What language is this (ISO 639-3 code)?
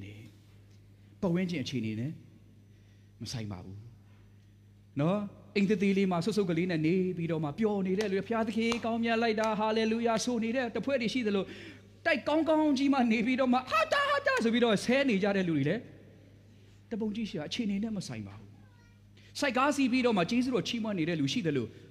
mya